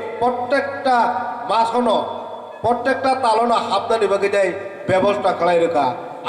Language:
Kok Borok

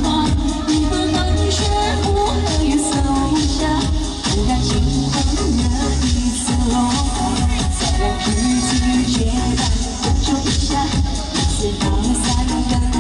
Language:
Chinese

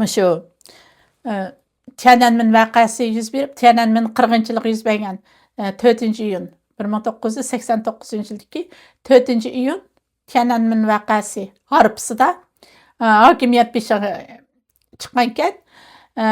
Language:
Uyghur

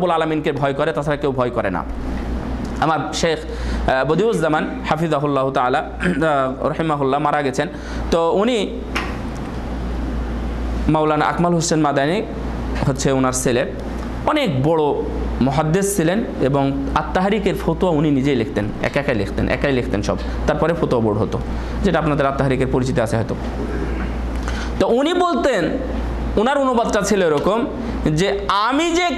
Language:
Bangla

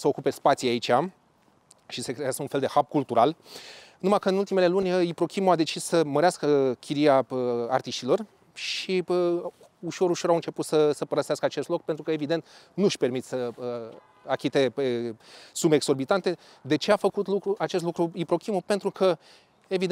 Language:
Romanian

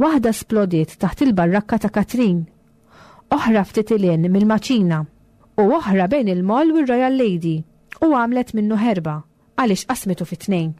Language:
Maltese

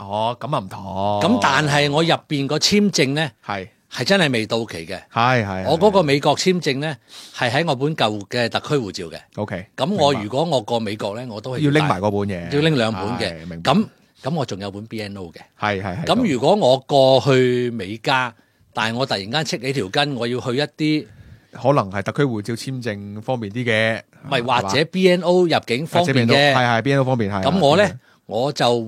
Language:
Cantonese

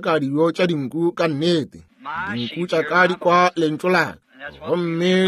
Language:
Northern Sotho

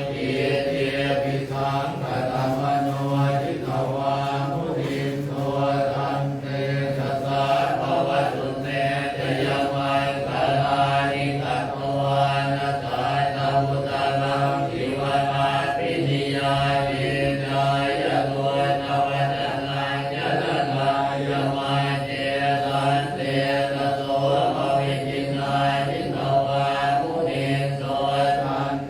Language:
Pali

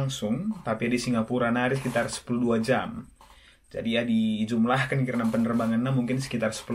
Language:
Batak Karo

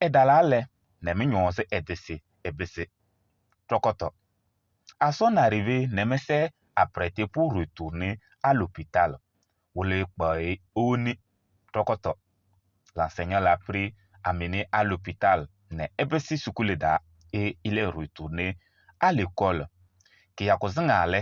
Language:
Kabiyè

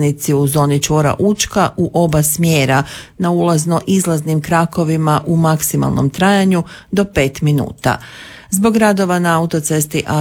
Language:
Croatian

